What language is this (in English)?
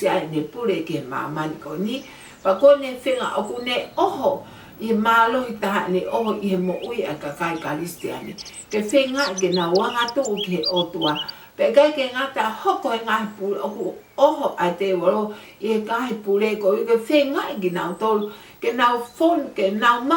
Tongan